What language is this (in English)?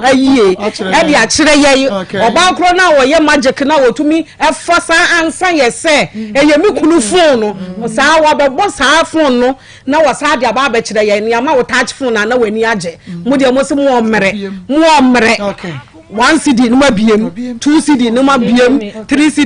Akan